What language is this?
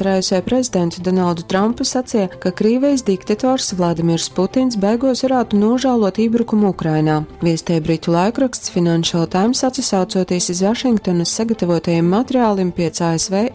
Latgalian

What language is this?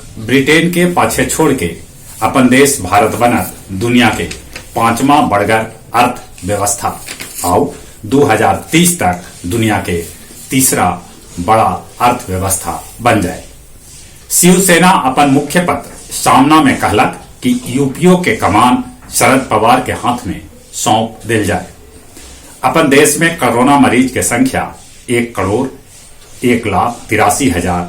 Magahi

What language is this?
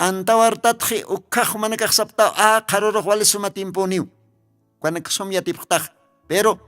Aymara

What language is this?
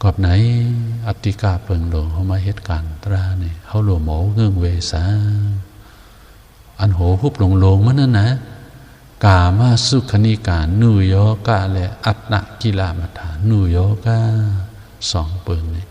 Shan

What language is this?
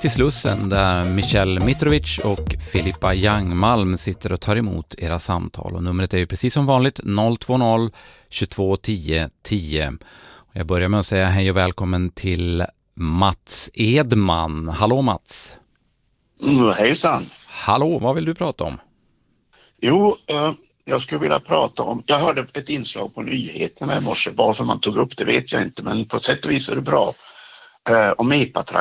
Swedish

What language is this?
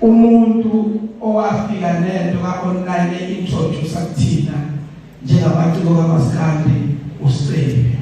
Zulu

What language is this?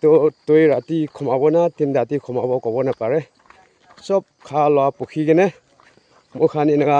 Naga Pidgin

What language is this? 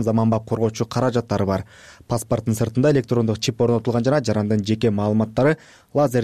Kyrgyz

